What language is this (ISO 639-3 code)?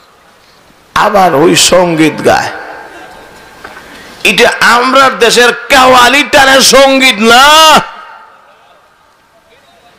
ben